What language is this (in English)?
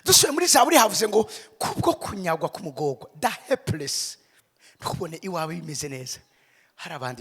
Rundi